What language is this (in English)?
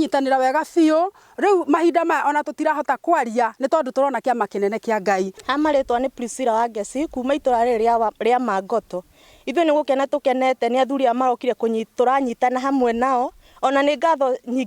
Kikuyu